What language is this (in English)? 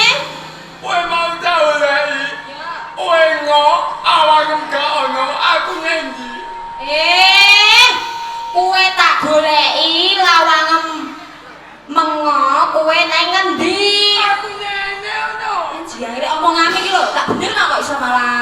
Javanese